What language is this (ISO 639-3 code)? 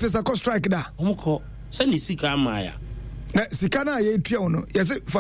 aka